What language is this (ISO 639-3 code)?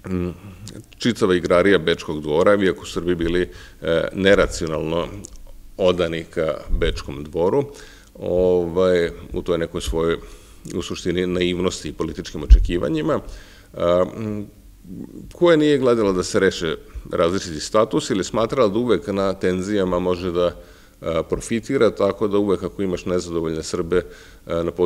srp